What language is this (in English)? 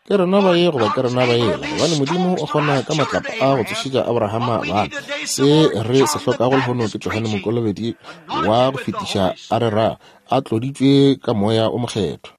Northern Sotho